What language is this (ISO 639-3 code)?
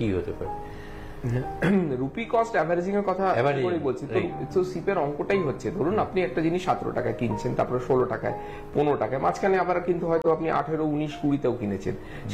ben